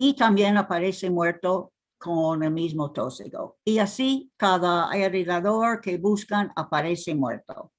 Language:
Ladino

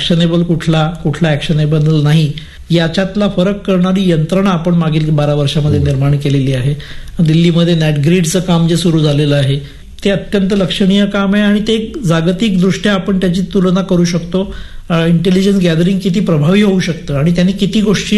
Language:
Marathi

